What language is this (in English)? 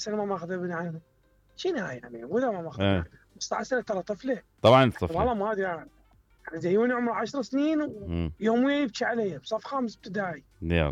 Mesopotamian Arabic